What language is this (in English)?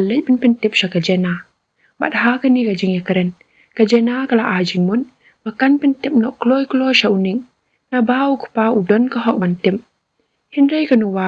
Khasi